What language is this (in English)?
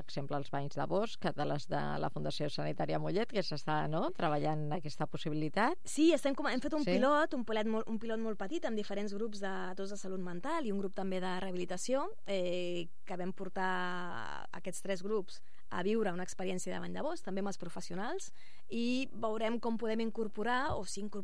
Catalan